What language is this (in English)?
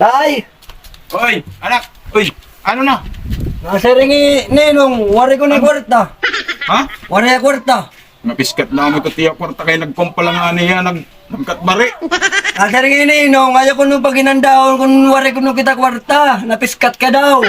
Waray